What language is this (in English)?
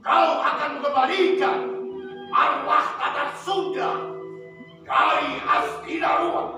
Betawi